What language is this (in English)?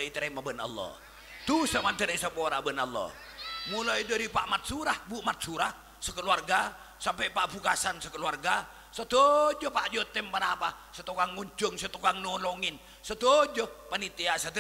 Madurese